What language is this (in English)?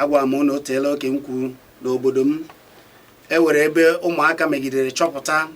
Igbo